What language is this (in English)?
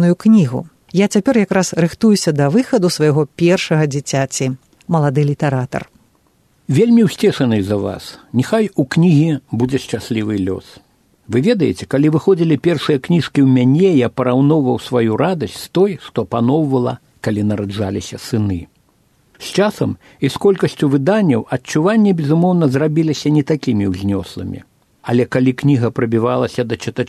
Belarusian